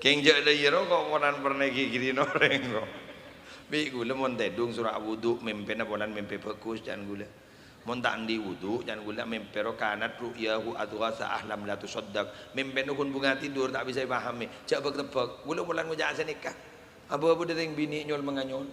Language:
Madurese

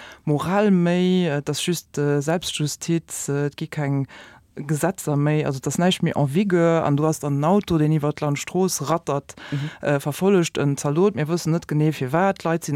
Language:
Luxembourgish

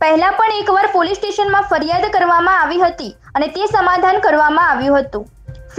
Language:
Gujarati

